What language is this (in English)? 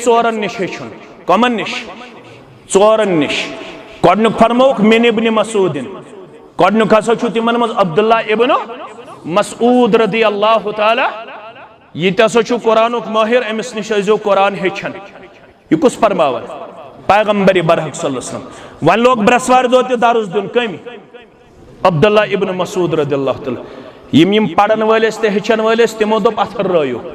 Kashmiri